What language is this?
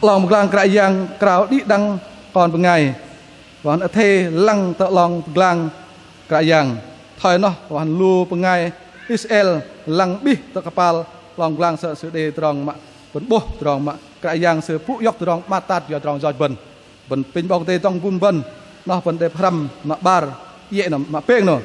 Bahnar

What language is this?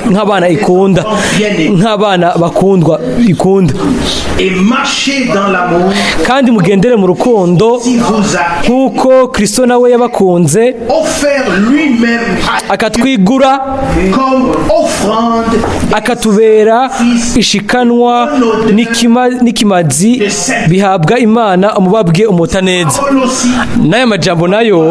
Rundi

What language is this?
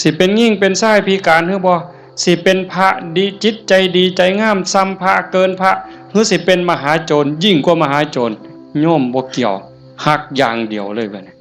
Northeastern Thai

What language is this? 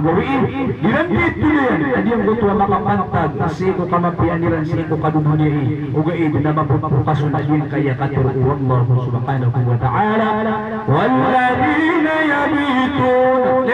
Maranao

